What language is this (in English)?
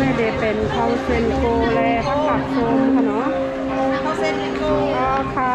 Shan